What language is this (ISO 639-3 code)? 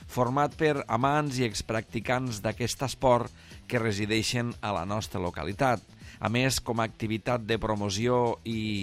cat